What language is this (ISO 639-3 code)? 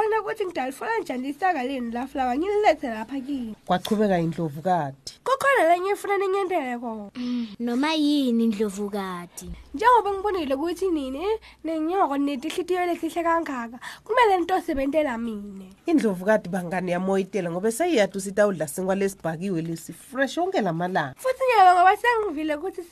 ssw